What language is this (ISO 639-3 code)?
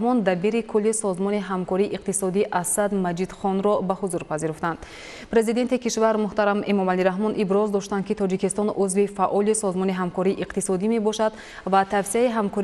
tgk